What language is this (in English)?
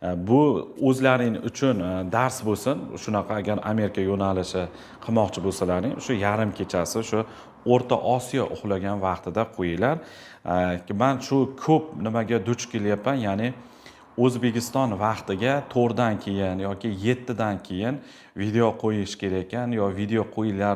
Uzbek